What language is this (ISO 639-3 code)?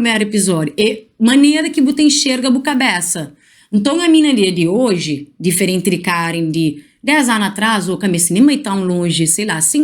kea